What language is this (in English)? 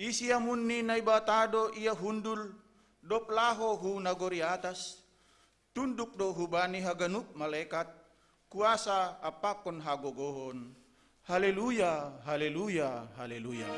Batak Simalungun